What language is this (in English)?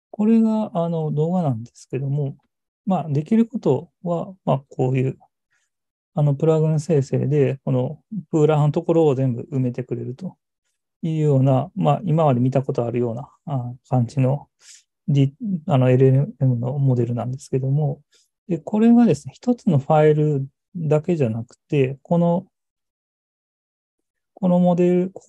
Japanese